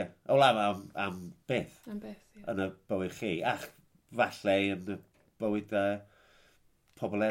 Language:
Welsh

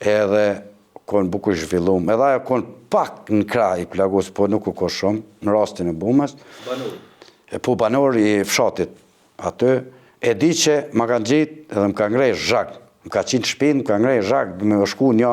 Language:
Albanian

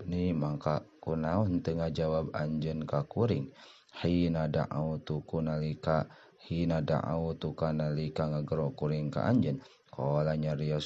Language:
Sundanese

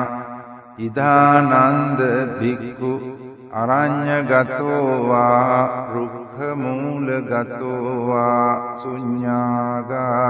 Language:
Pali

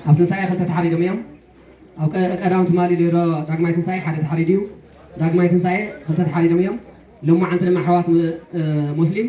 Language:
Tigrinya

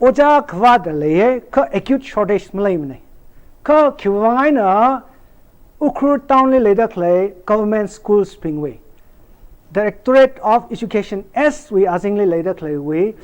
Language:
Tangkhul Naga (India)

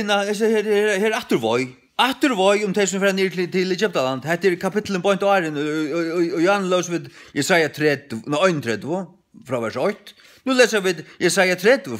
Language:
Faroese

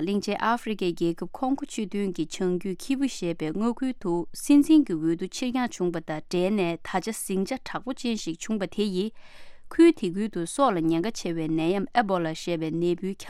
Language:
Tibetan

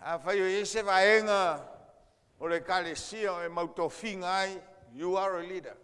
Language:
Samoan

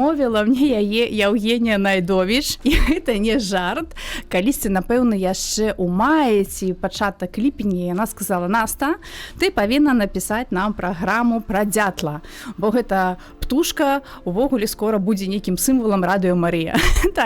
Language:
Belarusian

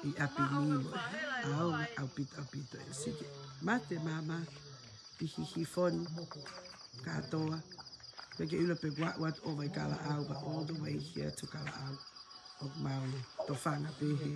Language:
Tongan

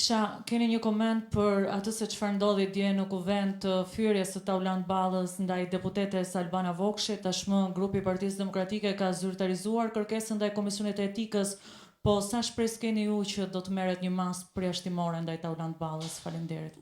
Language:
Albanian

